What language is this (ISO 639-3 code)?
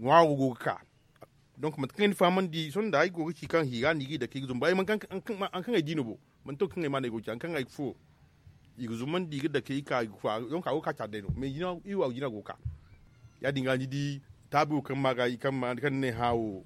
dje